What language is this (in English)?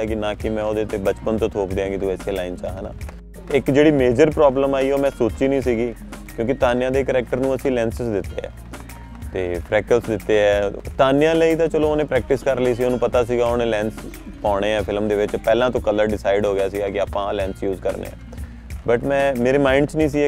Punjabi